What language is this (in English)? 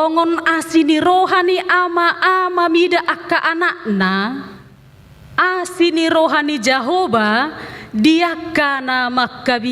Batak Toba